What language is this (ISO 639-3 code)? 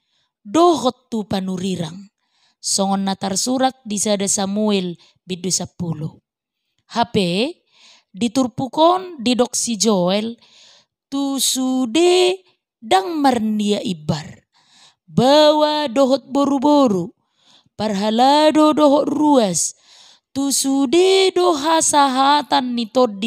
bbc